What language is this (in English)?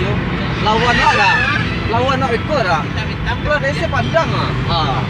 Minangkabau